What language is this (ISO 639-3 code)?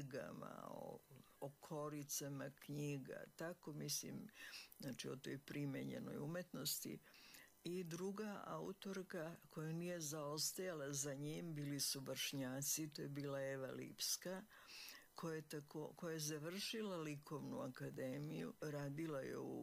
srp